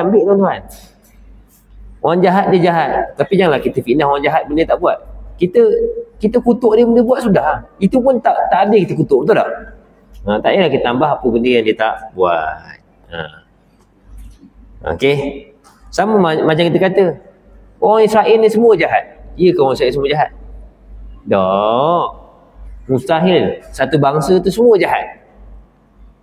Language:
Malay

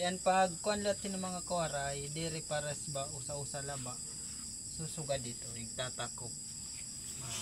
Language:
Waray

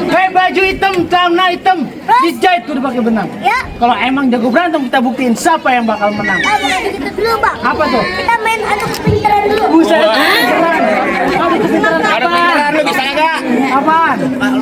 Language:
Betawi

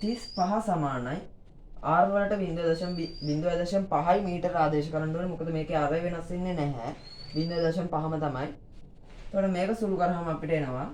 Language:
Sinhala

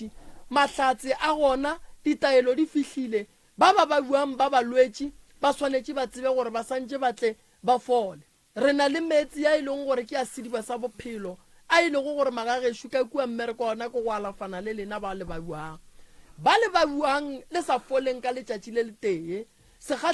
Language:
Northern Sotho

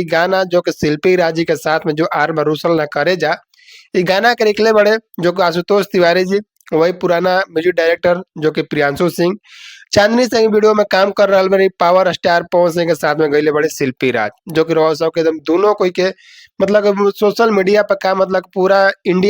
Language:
Bhojpuri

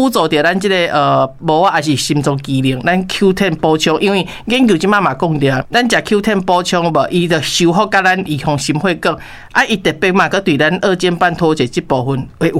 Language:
Min Nan Chinese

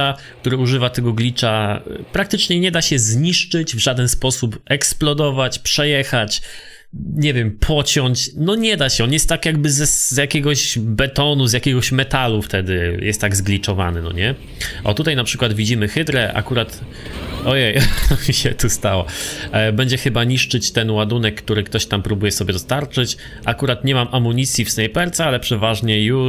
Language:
Polish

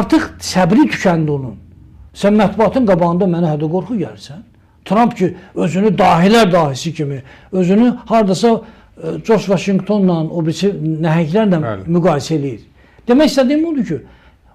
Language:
Azerbaijani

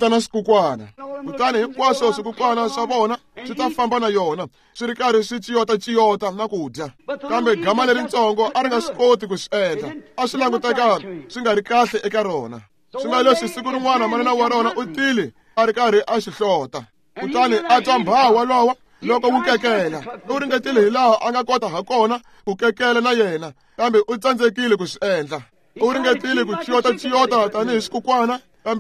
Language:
Tsonga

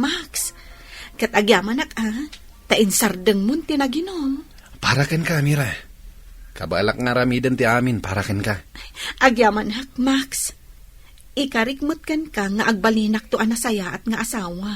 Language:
Iloko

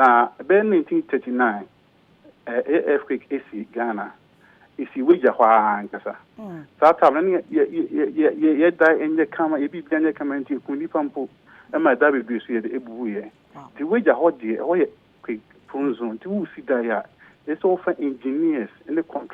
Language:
Akan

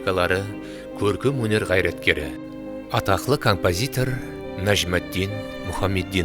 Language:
Kara-Kalpak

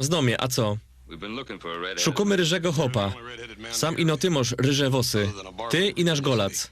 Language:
Silesian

